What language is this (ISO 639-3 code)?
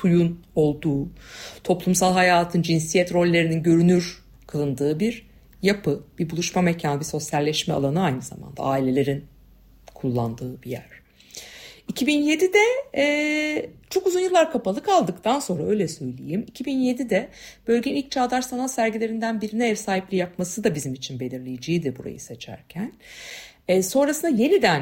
tur